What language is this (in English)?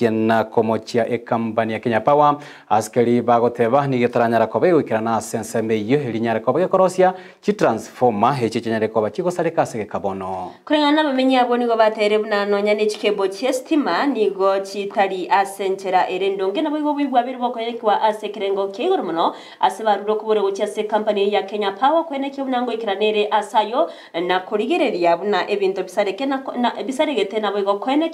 Gusii